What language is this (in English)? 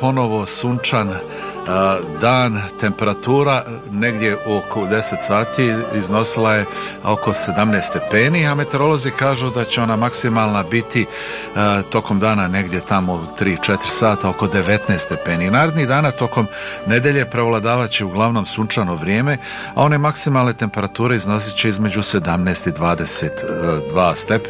Bosnian